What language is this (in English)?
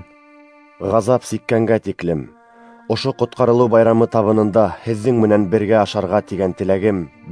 Bashkir